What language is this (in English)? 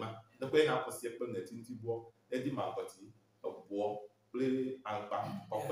Ewe